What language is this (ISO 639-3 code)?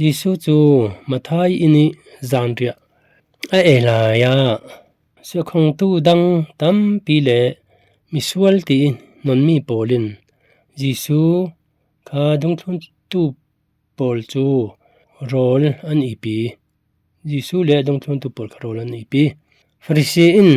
cfm